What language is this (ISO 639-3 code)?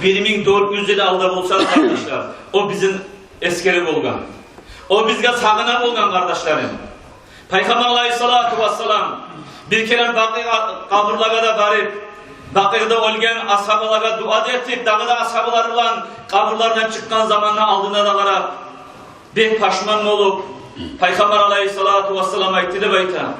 kum